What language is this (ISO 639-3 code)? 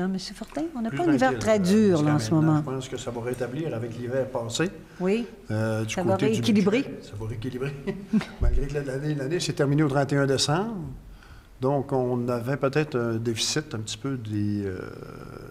fra